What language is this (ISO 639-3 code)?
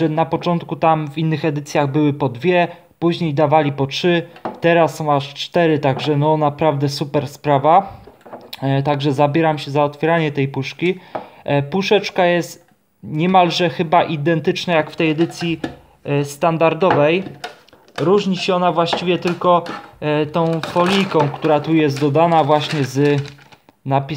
pol